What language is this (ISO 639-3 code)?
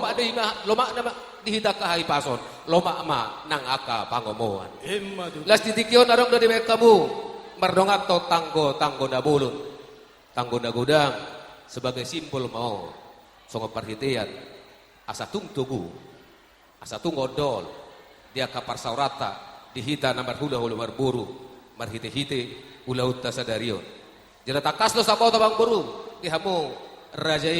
bbc